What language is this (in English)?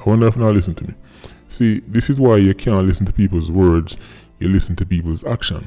Jamaican Creole English